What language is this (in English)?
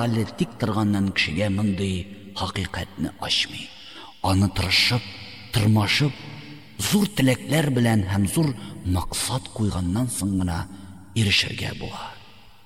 Tatar